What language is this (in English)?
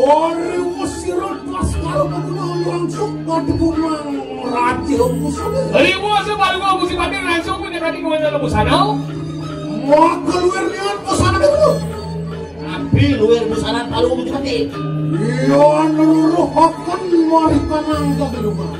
Balinese